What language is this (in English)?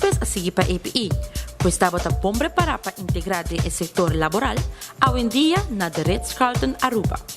Papiamento